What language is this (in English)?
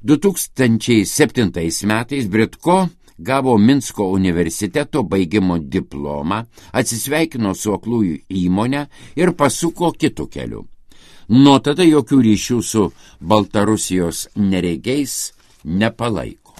Lithuanian